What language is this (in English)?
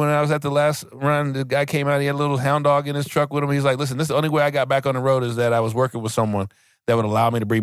English